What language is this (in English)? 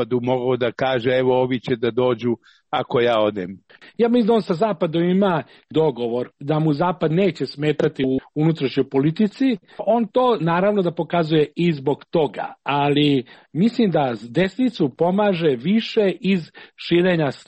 Serbian